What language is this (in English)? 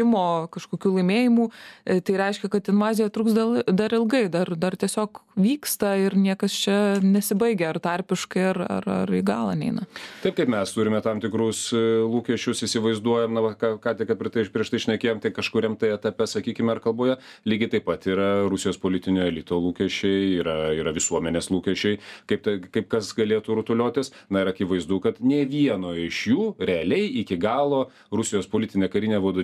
Lithuanian